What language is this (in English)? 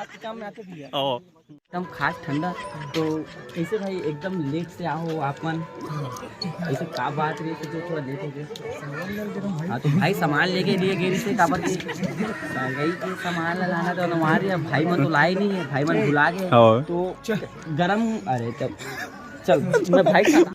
Chhattisgarhi